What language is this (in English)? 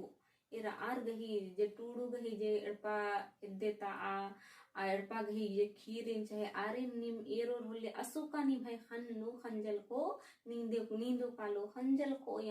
Kurukh